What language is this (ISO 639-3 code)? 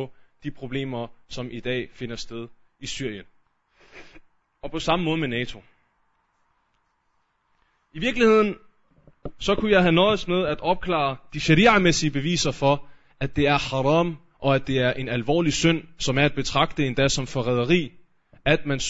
dan